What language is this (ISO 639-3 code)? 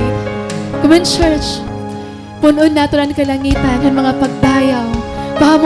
war